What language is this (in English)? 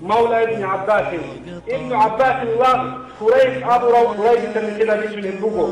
Avaric